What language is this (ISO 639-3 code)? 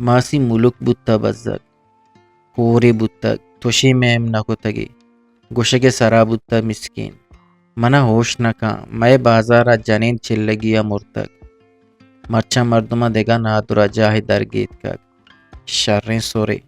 bgp